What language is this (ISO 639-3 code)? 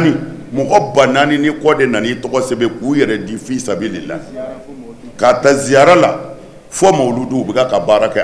bam